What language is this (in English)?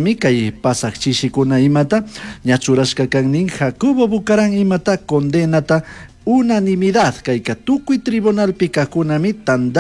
Chimborazo Highland Quichua